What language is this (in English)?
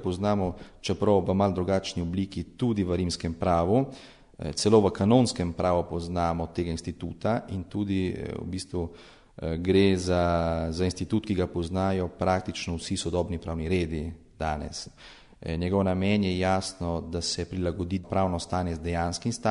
Slovenian